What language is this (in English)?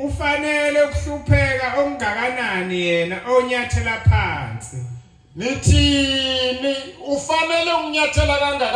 Zulu